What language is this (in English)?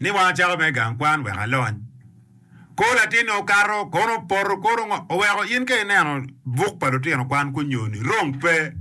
Acoli